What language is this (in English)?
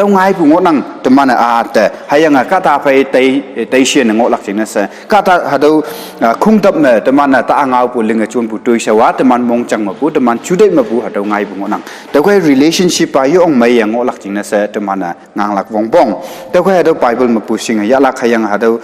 Konyak Naga